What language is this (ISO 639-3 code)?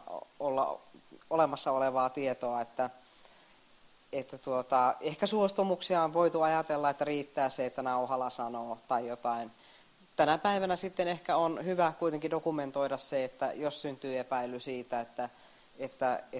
fin